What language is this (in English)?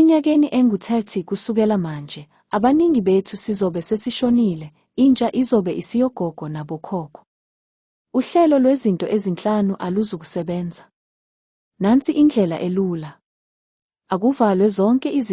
Zulu